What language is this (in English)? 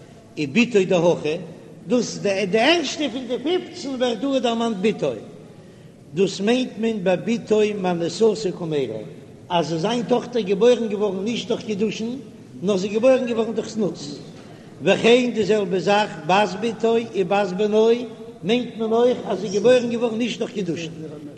Yiddish